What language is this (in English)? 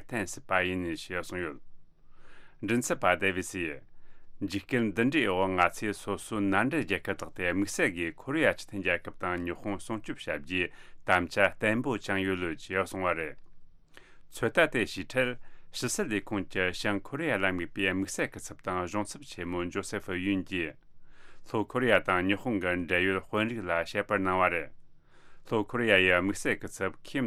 Tibetan